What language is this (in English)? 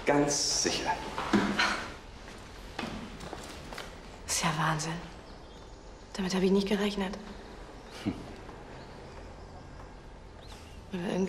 German